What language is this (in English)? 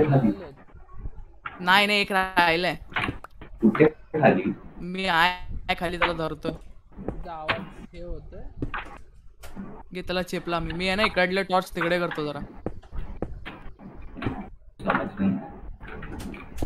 Marathi